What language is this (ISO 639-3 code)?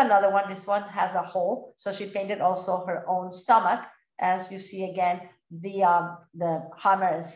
eng